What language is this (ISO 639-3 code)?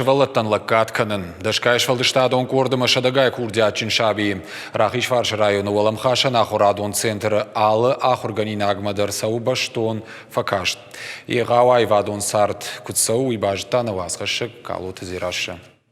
oss